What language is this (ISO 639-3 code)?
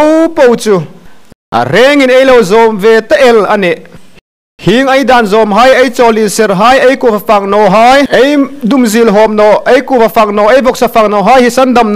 hmr